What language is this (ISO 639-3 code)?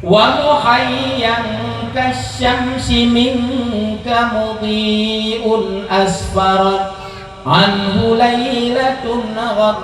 ace